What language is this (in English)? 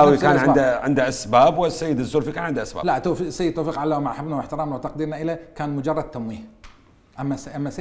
Mesopotamian Arabic